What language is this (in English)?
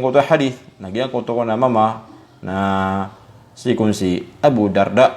Maranao